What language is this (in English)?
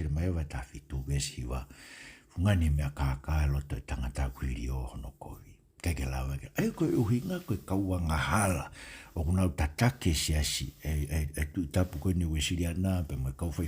Tongan